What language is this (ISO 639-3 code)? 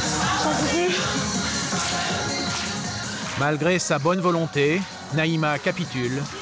fra